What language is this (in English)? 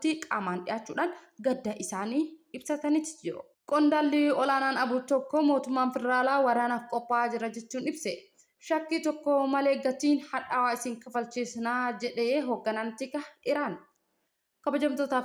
Oromo